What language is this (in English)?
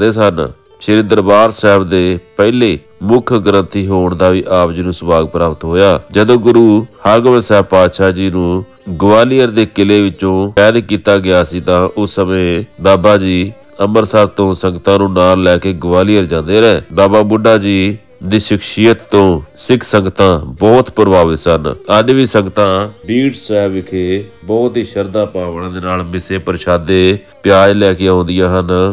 Punjabi